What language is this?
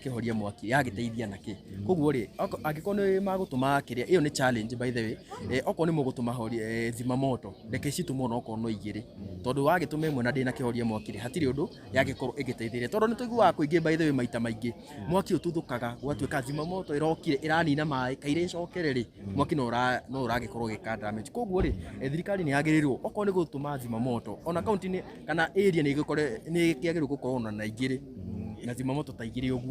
Kikuyu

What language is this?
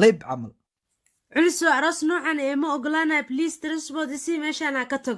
Somali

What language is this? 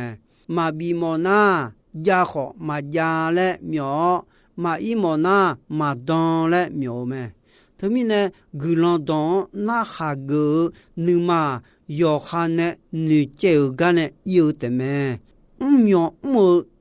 Akha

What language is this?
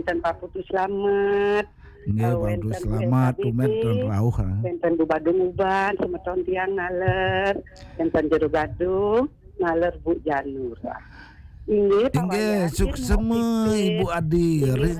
Balinese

